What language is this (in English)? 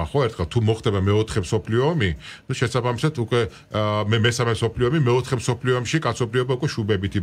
Georgian